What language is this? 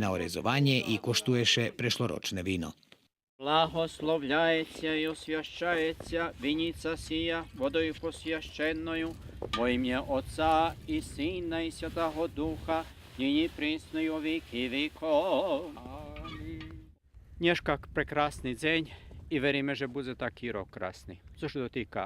Rusyn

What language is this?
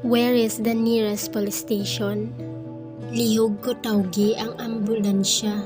Hiligaynon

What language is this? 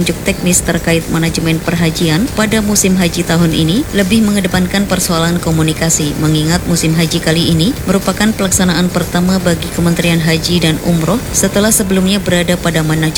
Indonesian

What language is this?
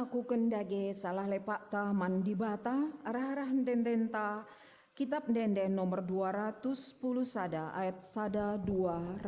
Batak Karo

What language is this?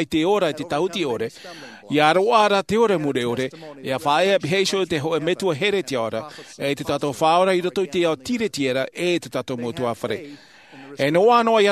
Tahitian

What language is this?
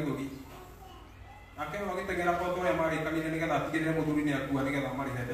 Kikuyu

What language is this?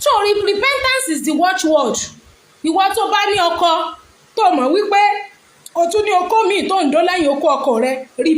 Yoruba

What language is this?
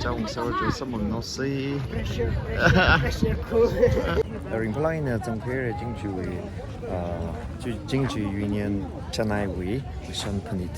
Tangkhul Naga (India)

